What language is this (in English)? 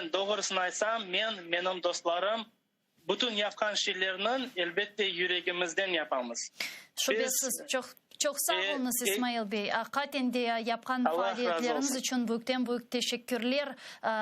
Crimean Tatar